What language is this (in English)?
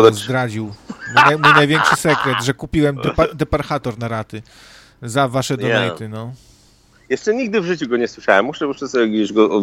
Polish